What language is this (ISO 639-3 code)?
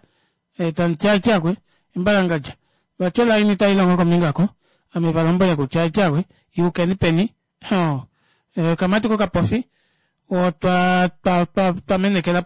kua